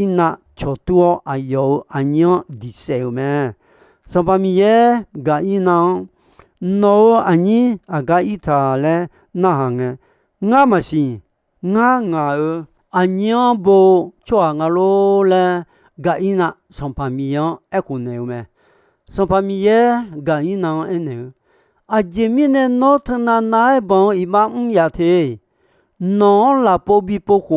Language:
Akha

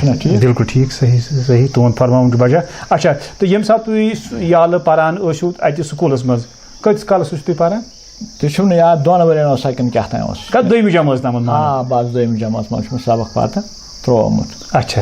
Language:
Kashmiri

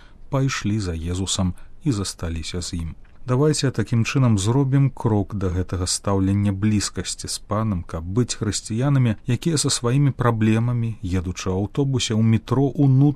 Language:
Belarusian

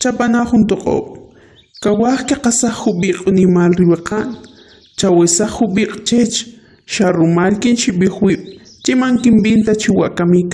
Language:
Kʼicheʼ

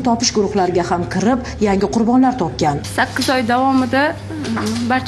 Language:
Uzbek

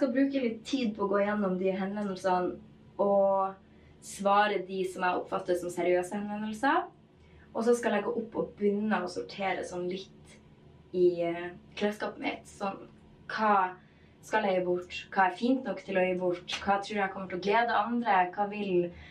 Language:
Norwegian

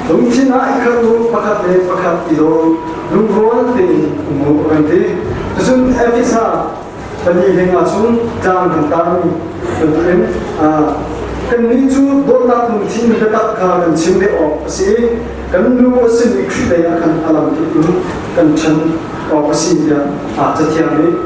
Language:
Hakha Chin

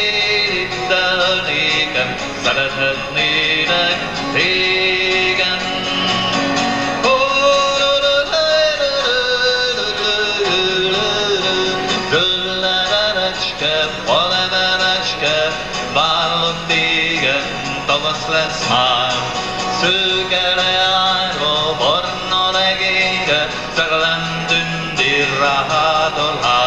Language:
Hungarian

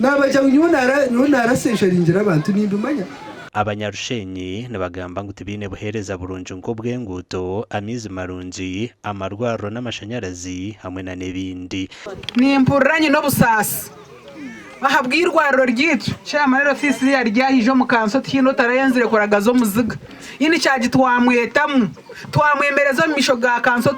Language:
Nyankole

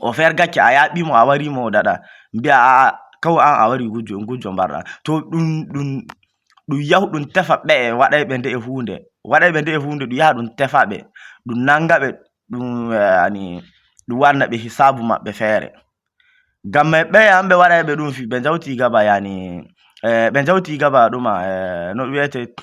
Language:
Fula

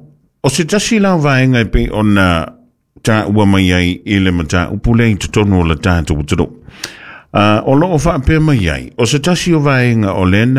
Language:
Samoan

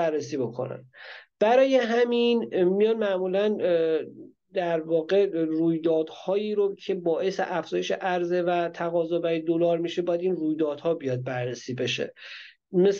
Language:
Persian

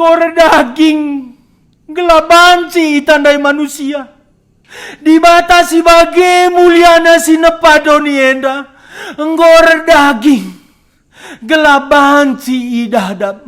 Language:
Batak Karo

